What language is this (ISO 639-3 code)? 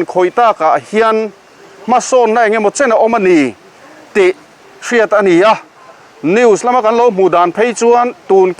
lus